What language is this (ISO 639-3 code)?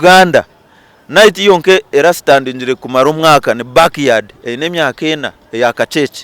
nyn